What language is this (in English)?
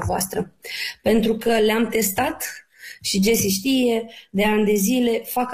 Romanian